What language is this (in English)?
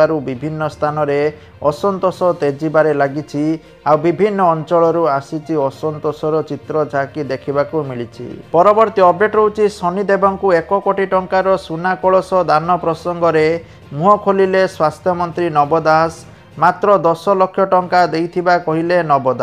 Odia